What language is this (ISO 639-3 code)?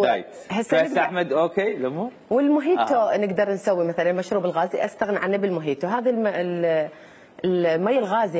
acm